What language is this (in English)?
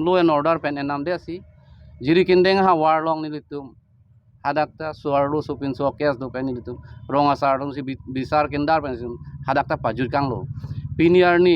Karbi